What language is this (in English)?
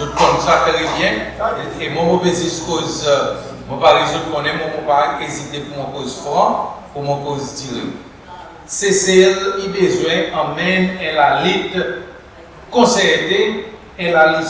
Seselwa Creole French